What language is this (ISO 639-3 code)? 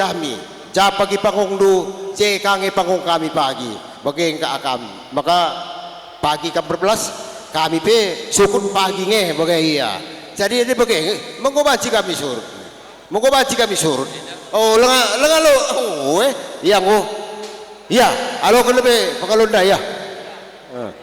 btx